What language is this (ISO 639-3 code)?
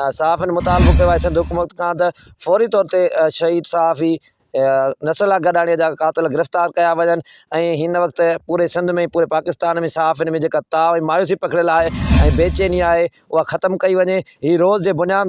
snd